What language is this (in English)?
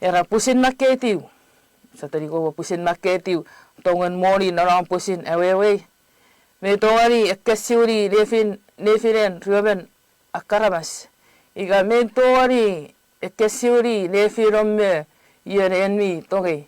Chuukese